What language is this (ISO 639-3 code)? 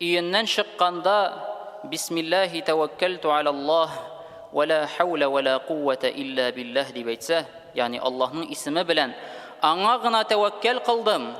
tat